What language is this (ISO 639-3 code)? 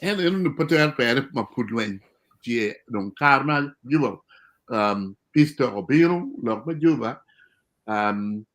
ach